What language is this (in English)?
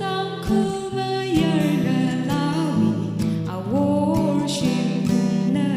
Tangkhul Naga (India)